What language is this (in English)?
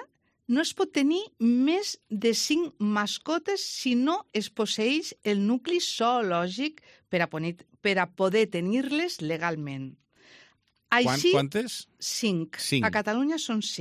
Catalan